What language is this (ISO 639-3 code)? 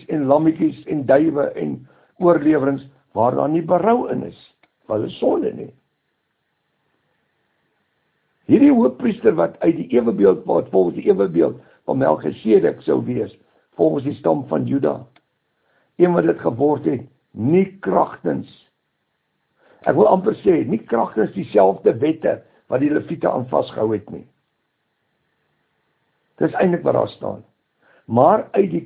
afr